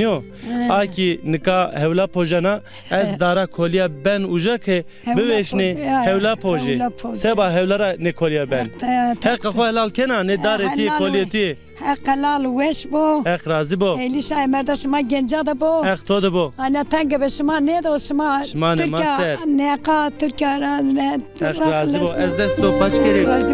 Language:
Zaza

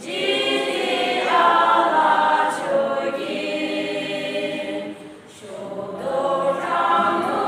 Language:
Yimchungru Naga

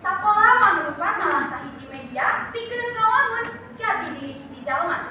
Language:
Sundanese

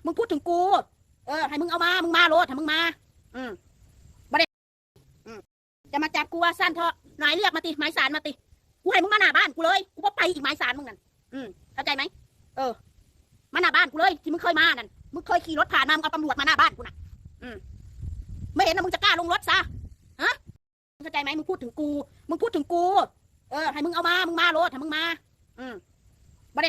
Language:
Northeastern Thai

